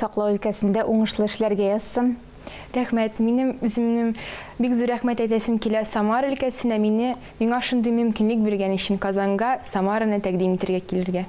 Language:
Tatar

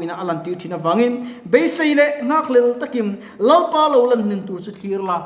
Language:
Mizo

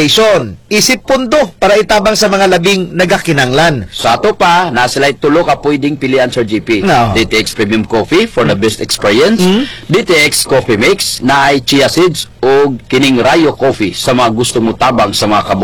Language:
Cebuano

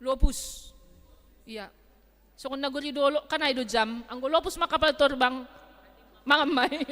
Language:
Batak Simalungun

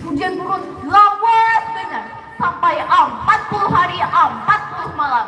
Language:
Banjar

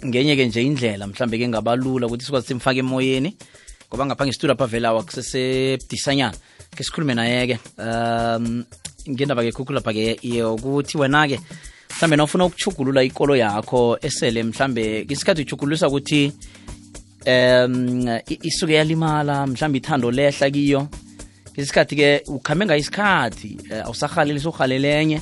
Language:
South Ndebele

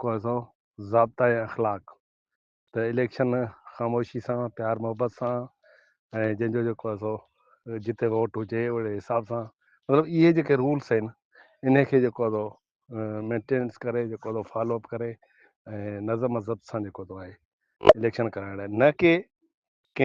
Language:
Sindhi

